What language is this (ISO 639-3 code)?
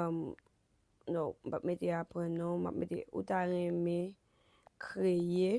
hat